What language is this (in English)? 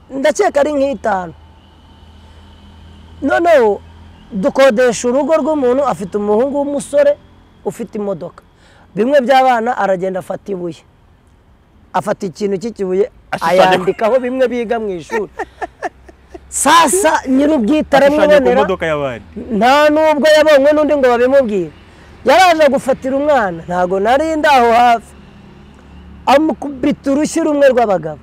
Kinyarwanda